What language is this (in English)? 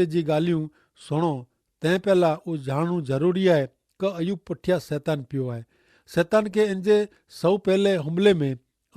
Kachhi